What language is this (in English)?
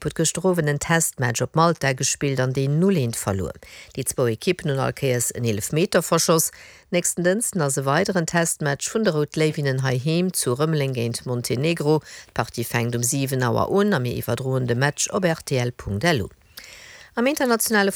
Luxembourgish